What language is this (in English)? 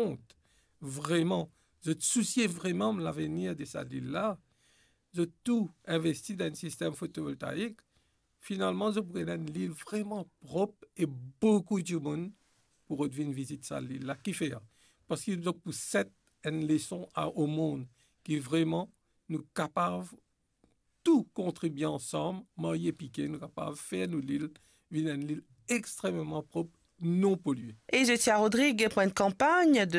Morisyen